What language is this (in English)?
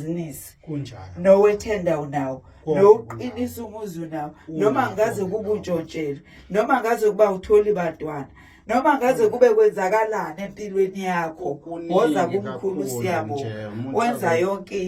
Zulu